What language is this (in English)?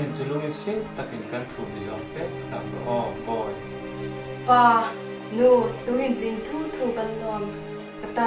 Hmar